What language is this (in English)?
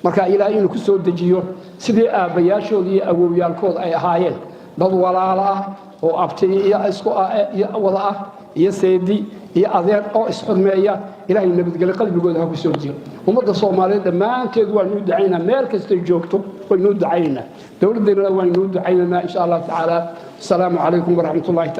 Somali